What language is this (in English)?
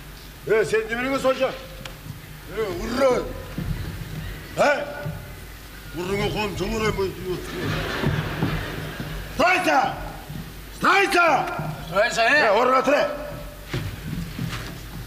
Kazakh